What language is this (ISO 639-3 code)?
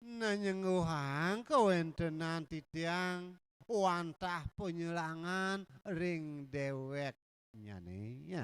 ban